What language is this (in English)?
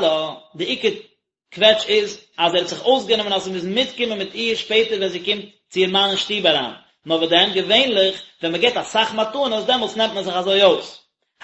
Yiddish